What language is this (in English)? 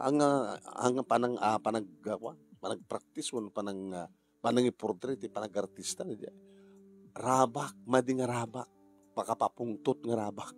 Iloko